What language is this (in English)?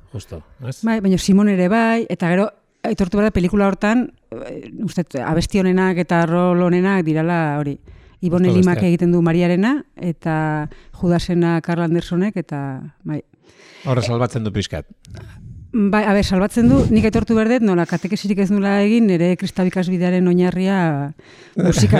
Basque